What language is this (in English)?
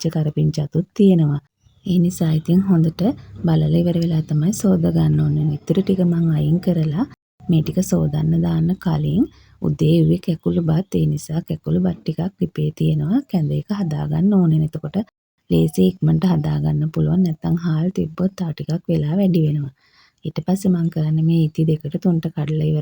Sinhala